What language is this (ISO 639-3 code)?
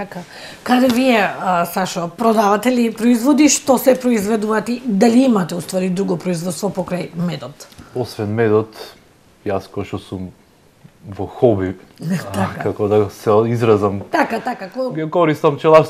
mkd